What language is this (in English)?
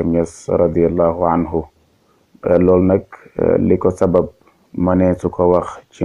Wolof